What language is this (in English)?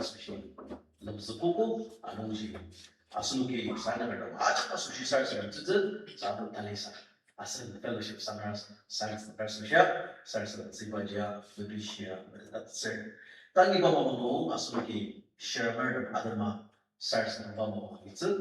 Ao Naga